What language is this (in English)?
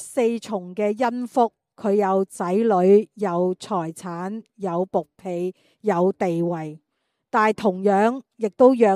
Cantonese